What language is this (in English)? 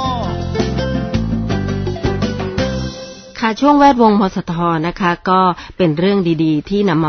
Thai